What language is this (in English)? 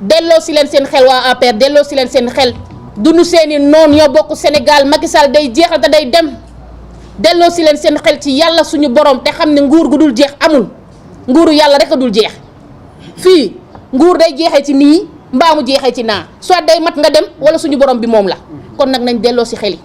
Wolof